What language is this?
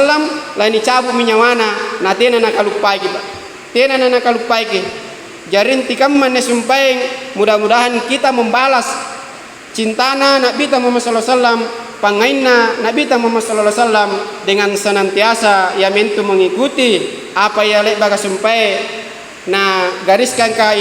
Makasar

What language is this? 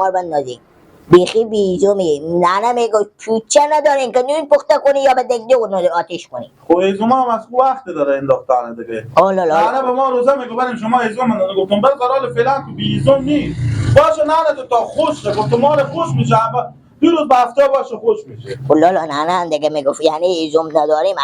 Persian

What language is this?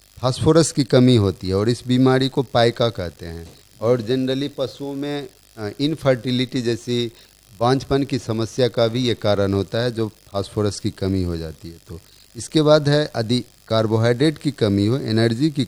Hindi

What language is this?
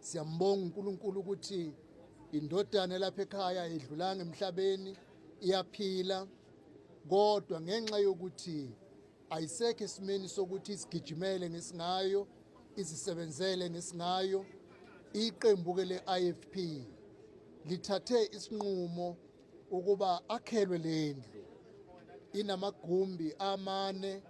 Zulu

